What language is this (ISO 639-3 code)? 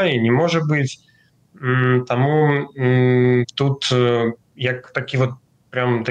bel